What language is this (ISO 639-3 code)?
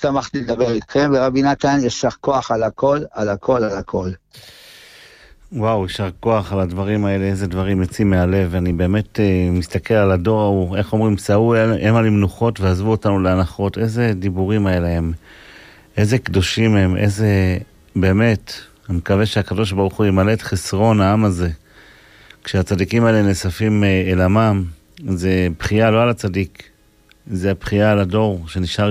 heb